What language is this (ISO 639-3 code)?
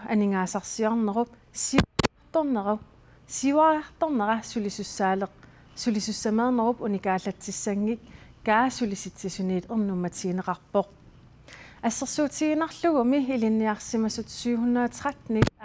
kal